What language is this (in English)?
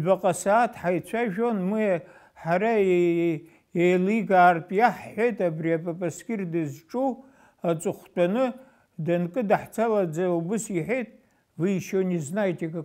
Abkhazian